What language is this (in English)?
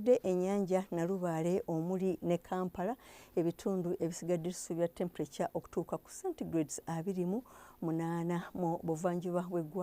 Ganda